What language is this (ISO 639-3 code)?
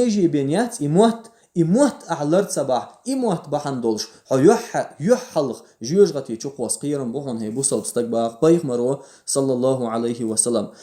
che